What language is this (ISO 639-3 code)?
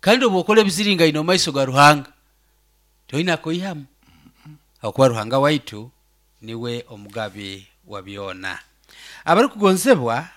nyo